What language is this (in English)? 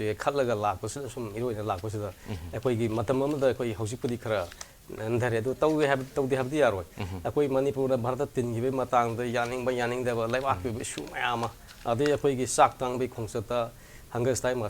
Manipuri